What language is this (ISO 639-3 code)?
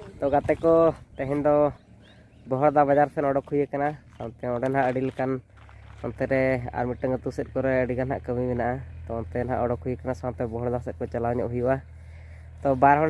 sat